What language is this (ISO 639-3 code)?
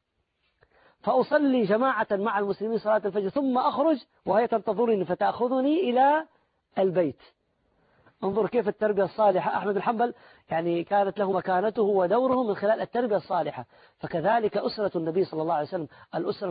ara